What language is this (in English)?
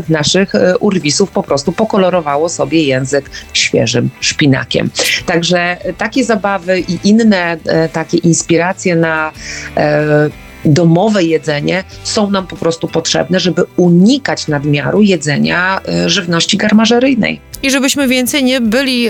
Polish